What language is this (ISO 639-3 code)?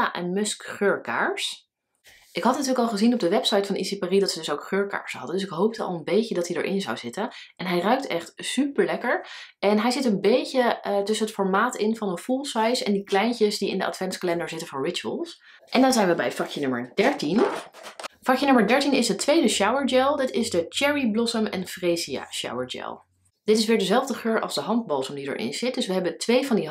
nld